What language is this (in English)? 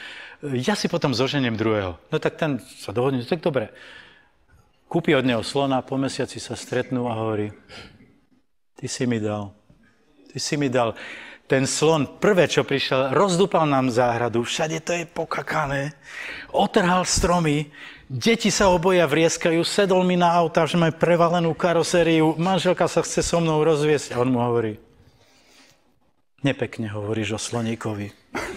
Slovak